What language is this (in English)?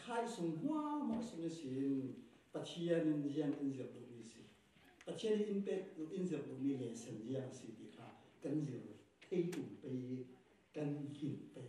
Falam Chin